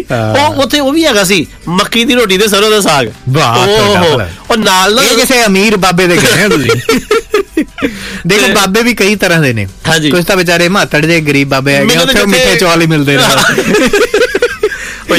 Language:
Punjabi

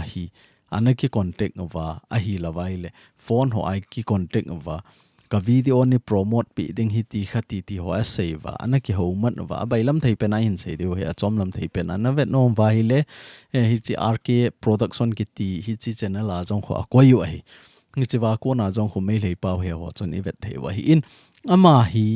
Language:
Thado Chin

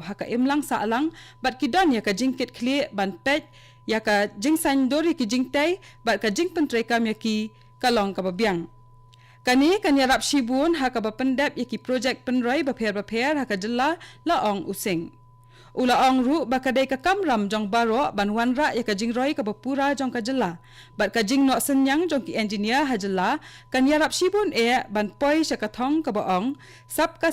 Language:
Khasi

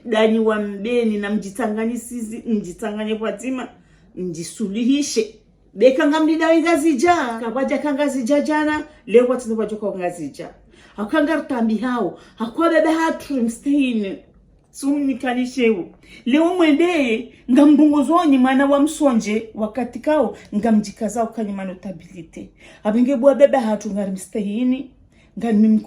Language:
Ngazidja Comorian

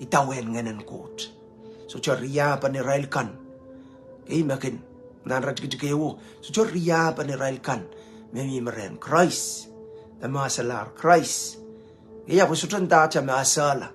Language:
Pohnpeian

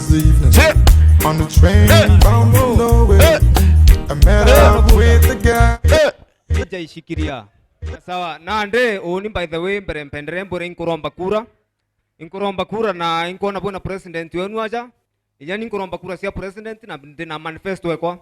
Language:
Meru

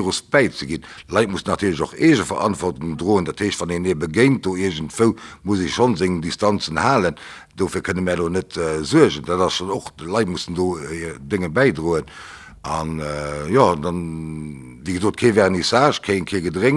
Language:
Luxembourgish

